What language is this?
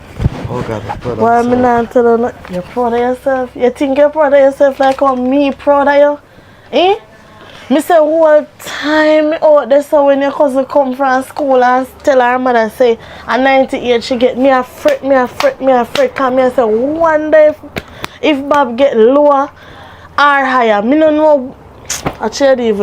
Jamaican Creole English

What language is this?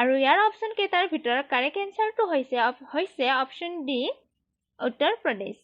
Assamese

